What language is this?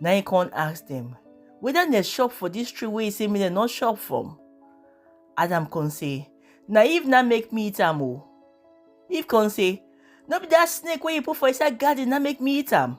Nigerian Pidgin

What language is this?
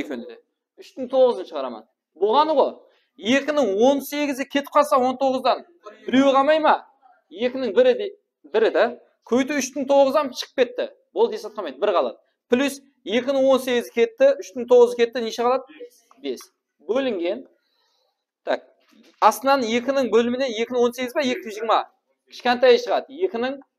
Kara-Kalpak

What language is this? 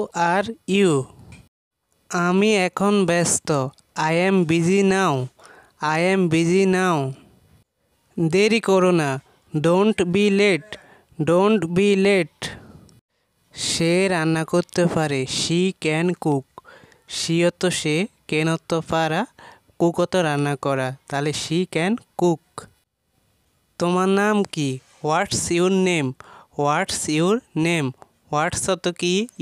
Bangla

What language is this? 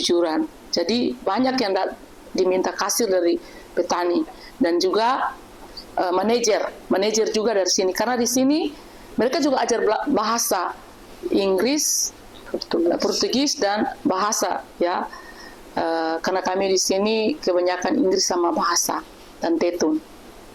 Tetum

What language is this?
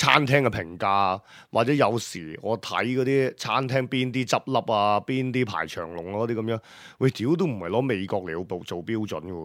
Cantonese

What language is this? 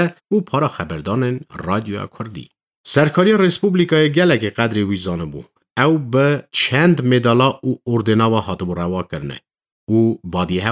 Kurdish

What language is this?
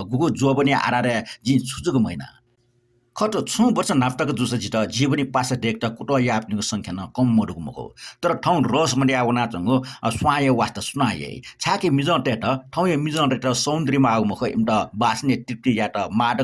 Newari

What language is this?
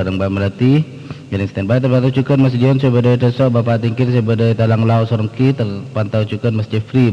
Madurese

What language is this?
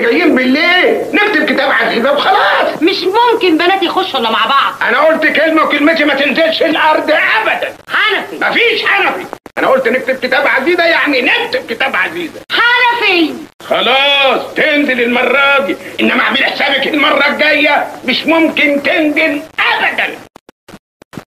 Egyptian Arabic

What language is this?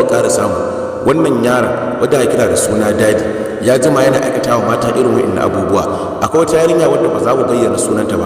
Hausa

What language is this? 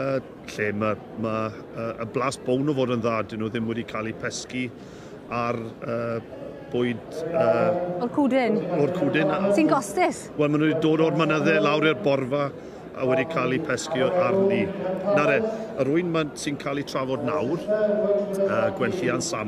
Welsh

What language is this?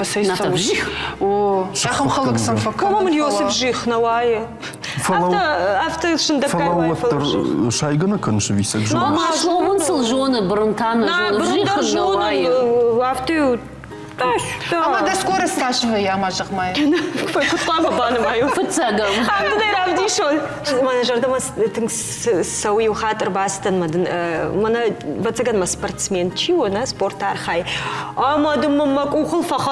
Ossetic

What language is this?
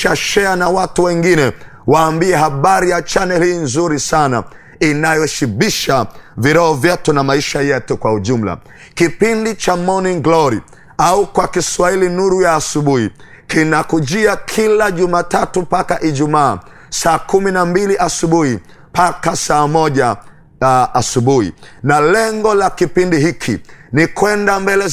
Swahili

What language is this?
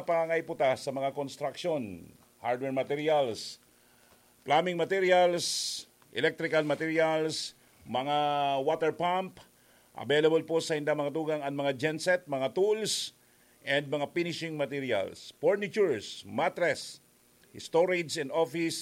Bikol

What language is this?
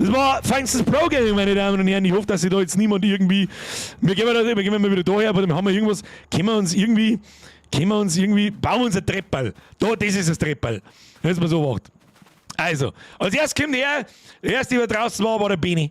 Bavarian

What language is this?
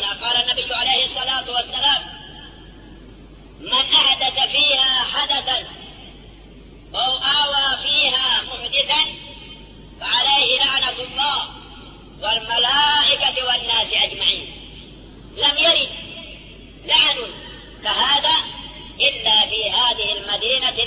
Arabic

